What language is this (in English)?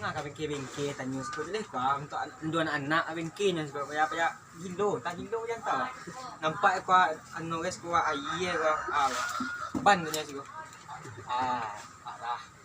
Minangkabau